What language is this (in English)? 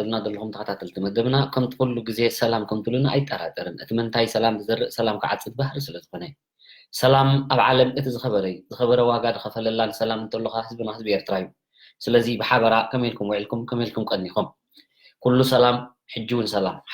Tigrinya